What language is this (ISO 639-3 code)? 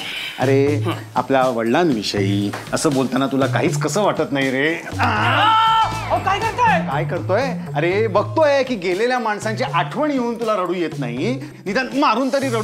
mar